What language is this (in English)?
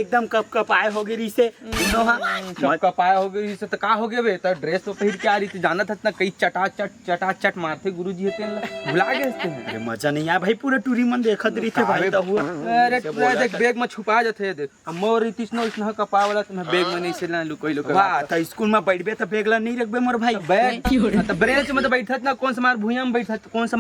Chhattisgarhi